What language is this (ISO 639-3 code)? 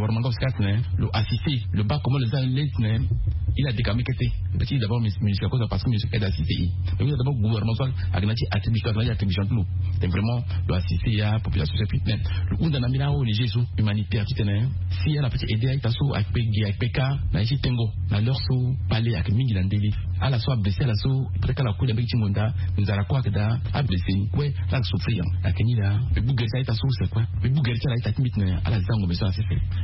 fra